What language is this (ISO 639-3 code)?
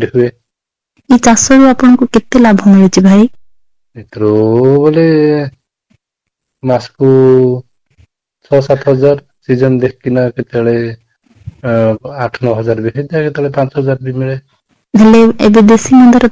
ori